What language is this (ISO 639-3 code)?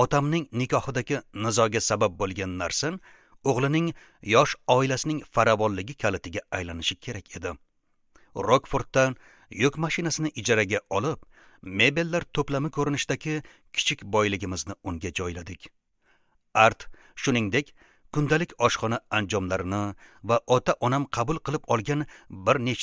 uzb